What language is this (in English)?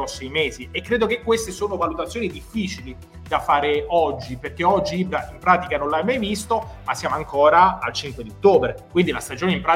Italian